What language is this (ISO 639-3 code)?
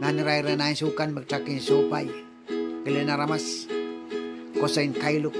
pon